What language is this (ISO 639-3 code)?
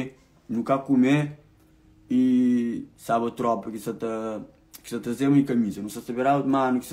kea